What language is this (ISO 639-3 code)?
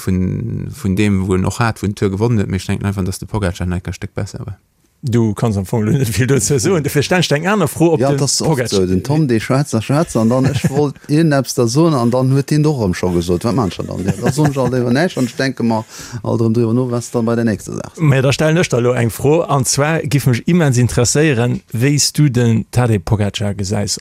ltz